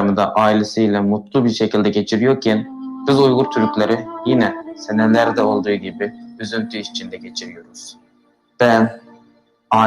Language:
Uyghur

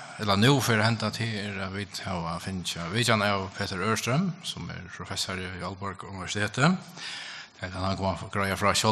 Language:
Faroese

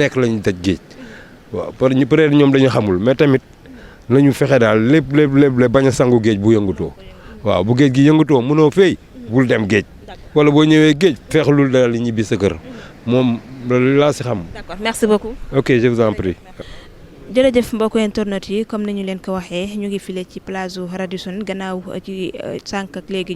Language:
Wolof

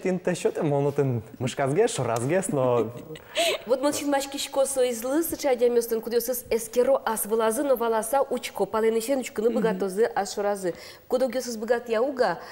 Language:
Udmurt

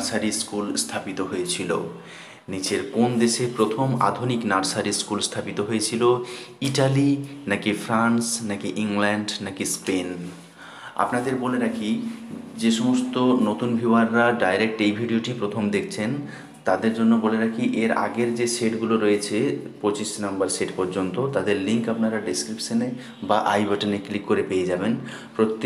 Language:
Bangla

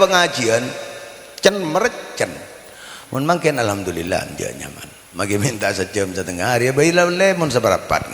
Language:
Madurese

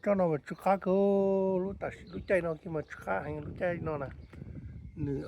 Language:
Hmong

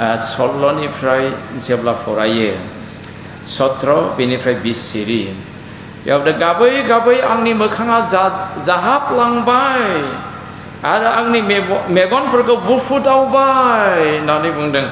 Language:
Bodo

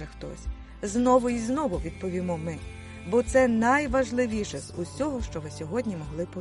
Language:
Ukrainian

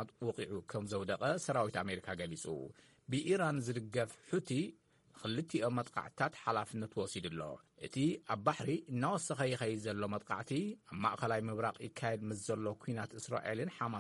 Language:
Tigrinya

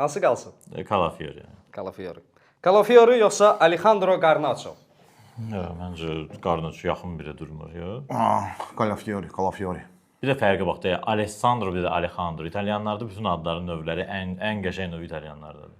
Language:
Azerbaijani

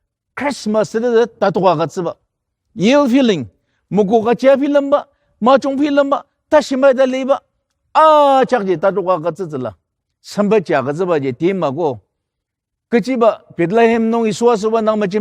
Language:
Ao Naga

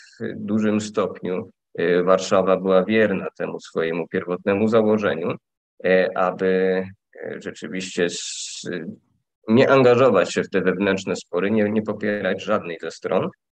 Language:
Polish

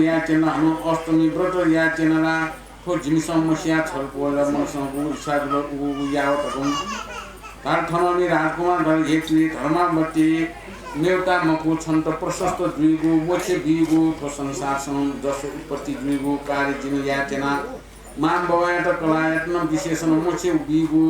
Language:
Newari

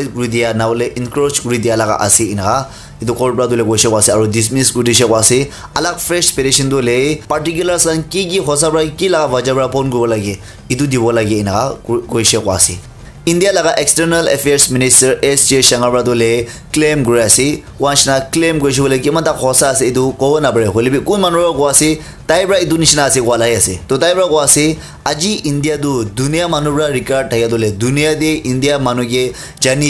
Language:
Naga Pidgin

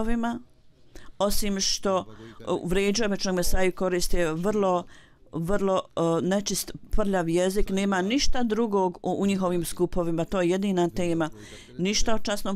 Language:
Bosnian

